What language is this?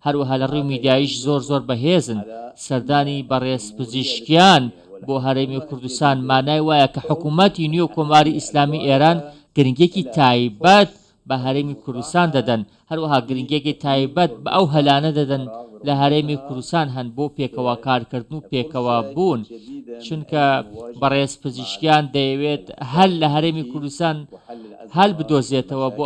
Central Kurdish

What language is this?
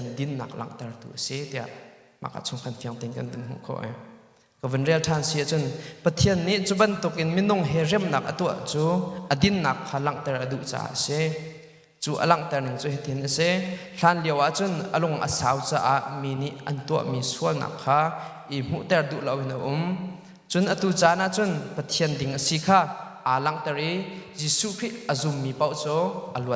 Hakha Chin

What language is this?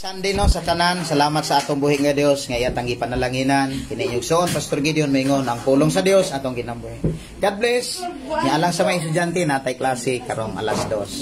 Cebuano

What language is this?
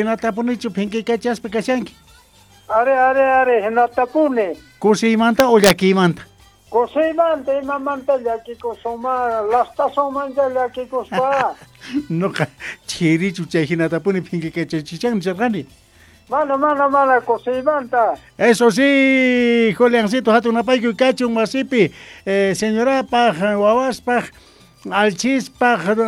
South Bolivian Quechua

